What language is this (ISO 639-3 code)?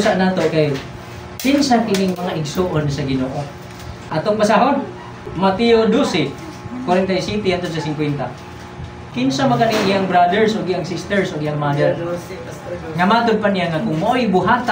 ceb